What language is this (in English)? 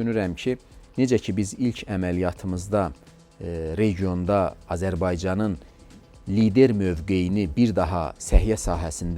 Azerbaijani